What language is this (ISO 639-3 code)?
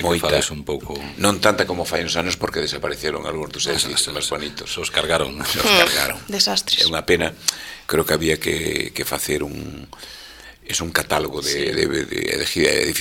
glg